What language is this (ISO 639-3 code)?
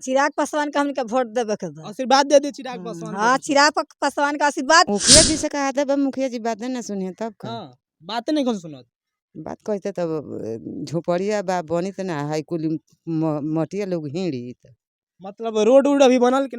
bho